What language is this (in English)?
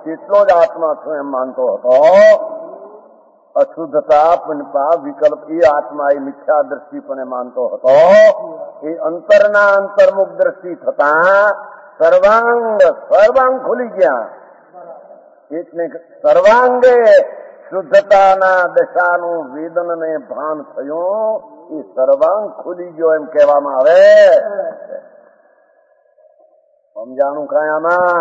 Gujarati